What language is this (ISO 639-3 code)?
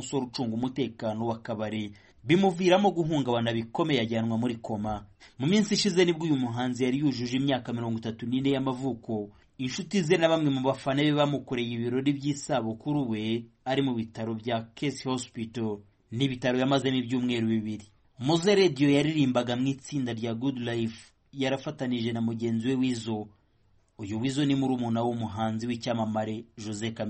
kin